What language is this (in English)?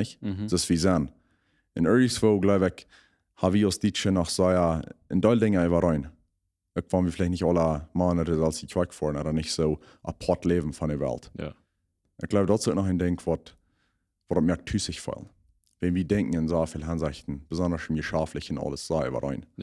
Plautdietsch